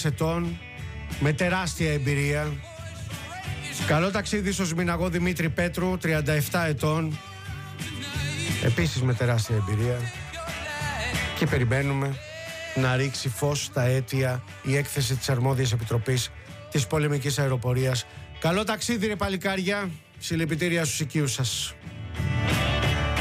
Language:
Greek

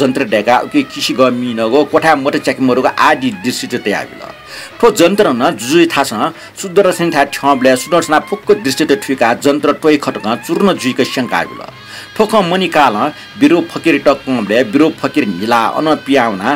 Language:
Newari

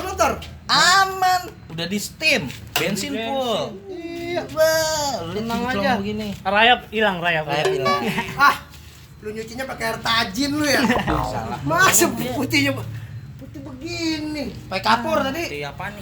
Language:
Betawi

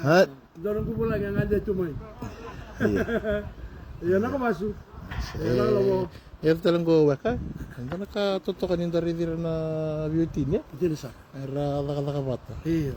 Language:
Fijian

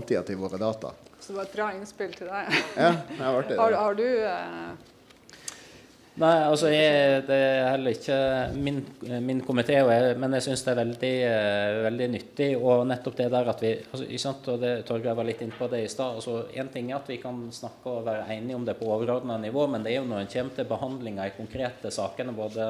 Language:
Norwegian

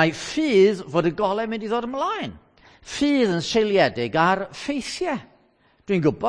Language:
Welsh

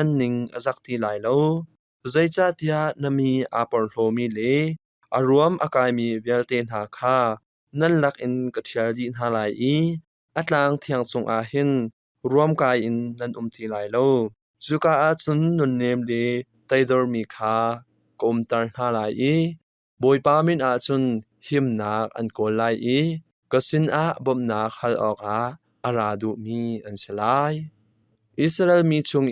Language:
Hakha Chin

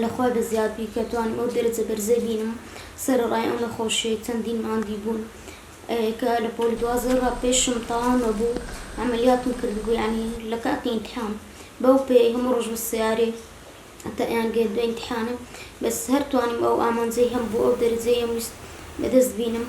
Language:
Central Kurdish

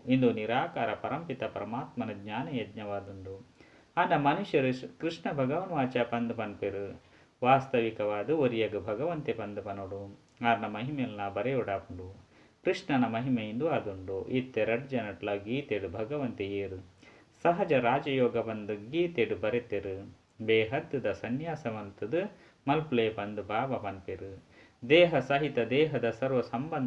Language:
Tulu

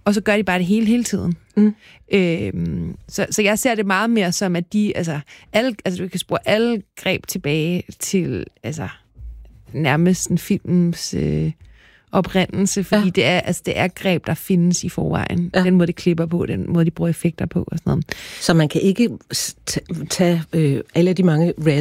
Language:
Danish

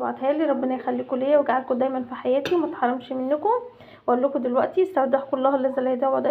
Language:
Egyptian Arabic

